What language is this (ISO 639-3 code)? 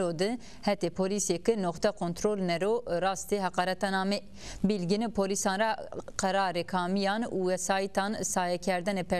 zza